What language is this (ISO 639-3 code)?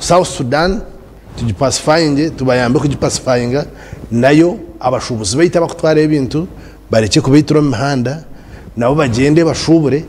nyn